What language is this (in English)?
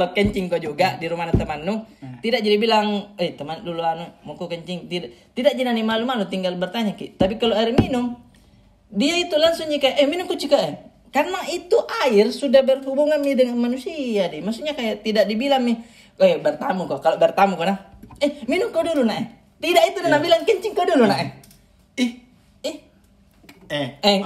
Makassar Malay